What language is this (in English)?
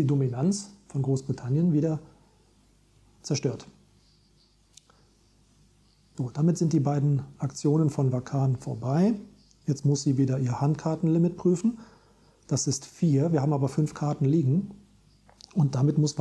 German